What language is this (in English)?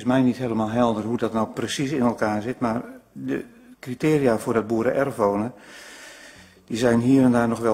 Dutch